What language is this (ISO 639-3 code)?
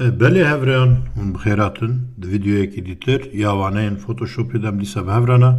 kur